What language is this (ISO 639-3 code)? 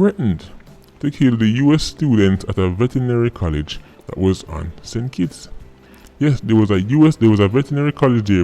jam